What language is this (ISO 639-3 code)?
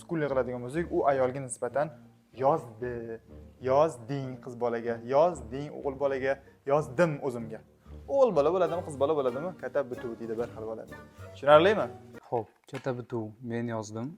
uzb